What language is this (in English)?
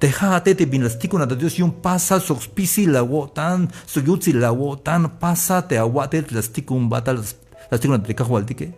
Tzeltal